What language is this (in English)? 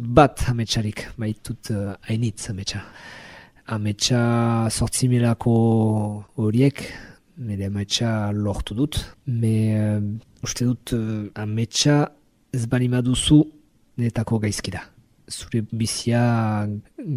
Basque